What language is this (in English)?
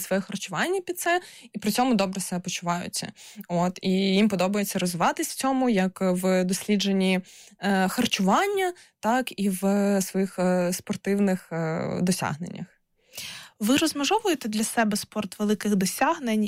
Ukrainian